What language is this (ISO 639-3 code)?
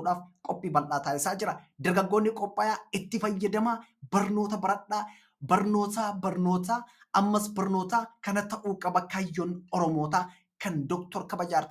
orm